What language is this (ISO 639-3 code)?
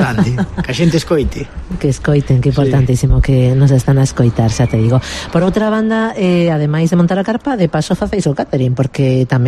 glg